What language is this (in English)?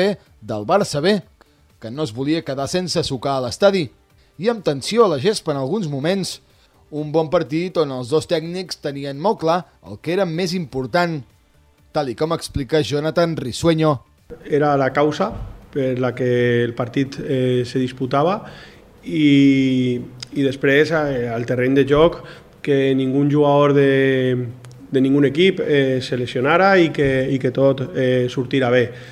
Catalan